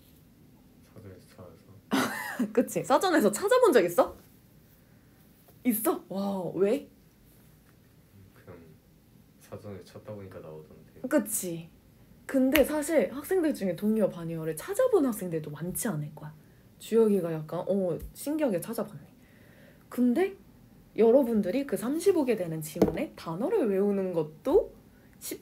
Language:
Korean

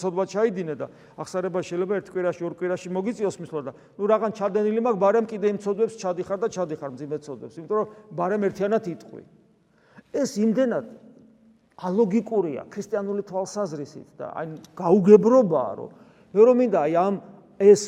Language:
Georgian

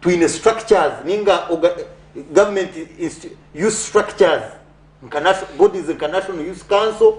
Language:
Nyankole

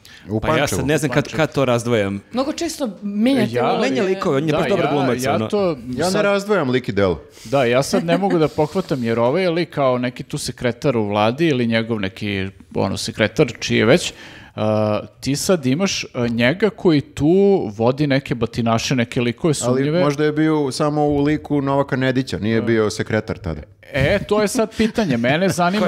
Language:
Serbian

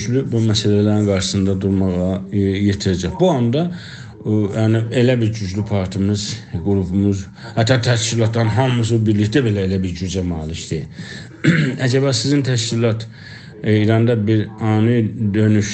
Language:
South Azerbaijani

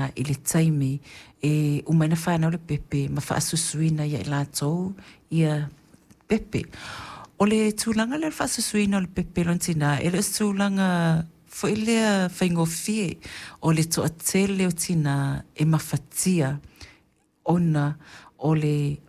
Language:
Samoan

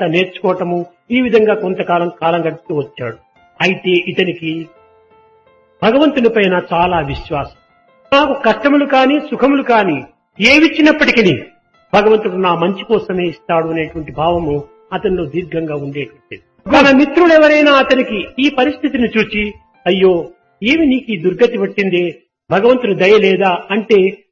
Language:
Telugu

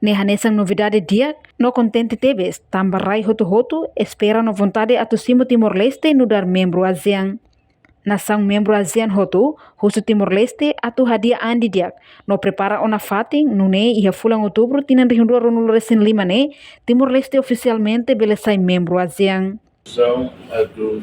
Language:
Tetum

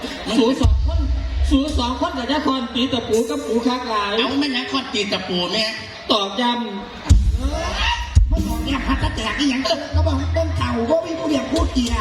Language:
Northeastern Thai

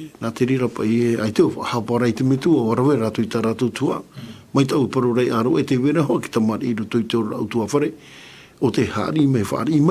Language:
Tahitian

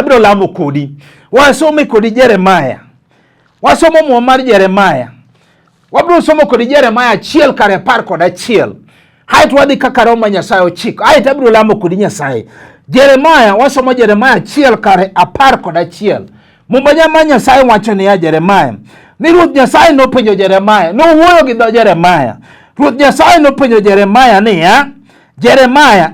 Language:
Luo (Kenya and Tanzania)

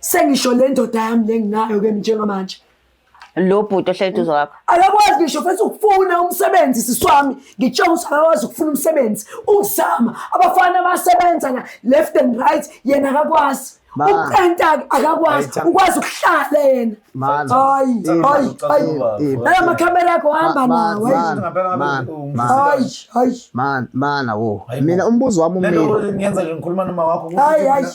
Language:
Zulu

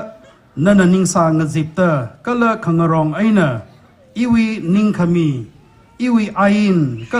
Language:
Tangkhul Naga (India)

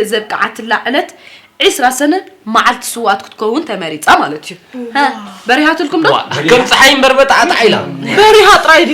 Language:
Tigrinya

